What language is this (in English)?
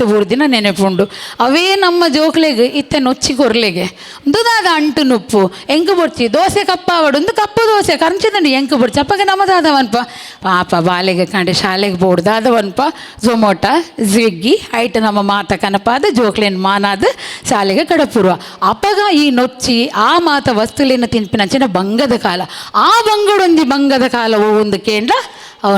Tulu